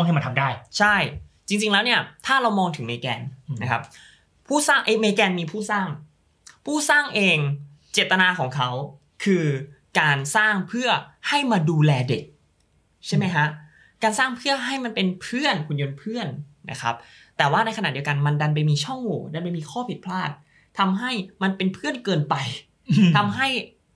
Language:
Thai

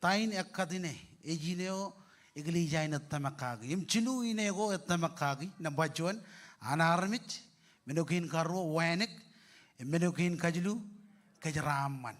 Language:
Marshallese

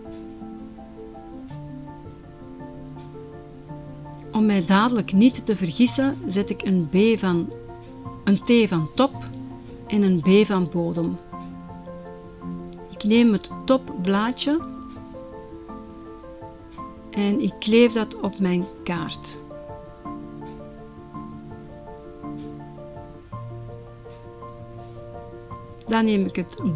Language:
Dutch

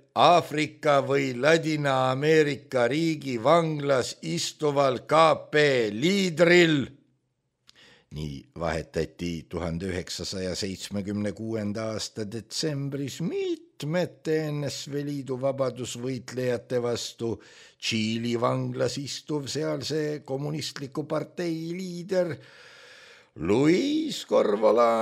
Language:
Estonian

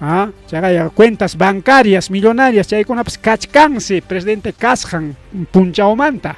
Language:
Ayacucho Quechua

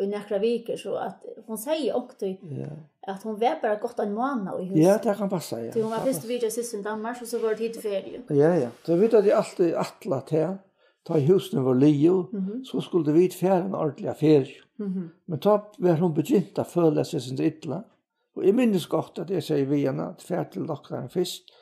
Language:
Faroese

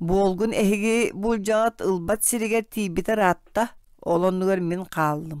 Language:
Yakut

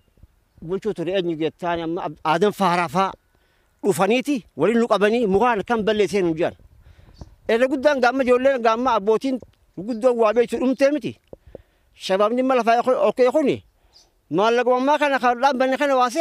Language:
Oromo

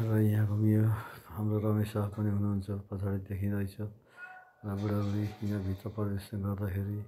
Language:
Nepali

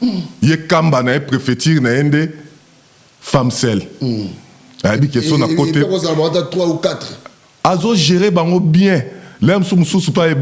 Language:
Lingala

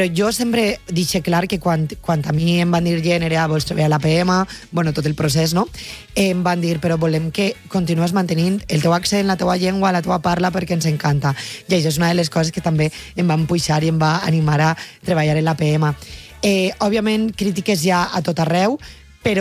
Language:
Catalan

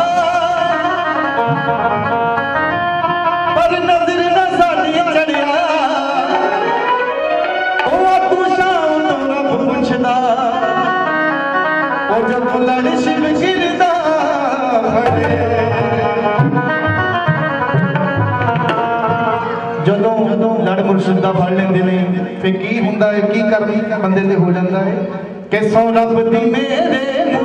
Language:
Punjabi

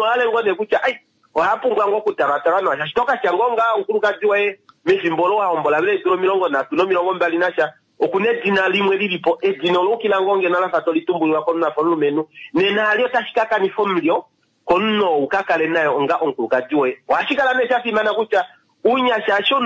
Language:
Kuanyama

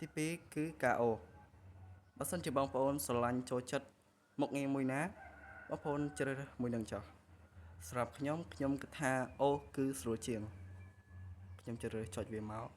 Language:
Khmer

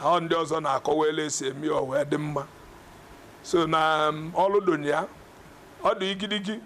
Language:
Igbo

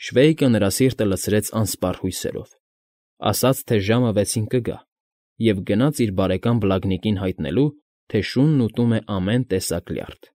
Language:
Armenian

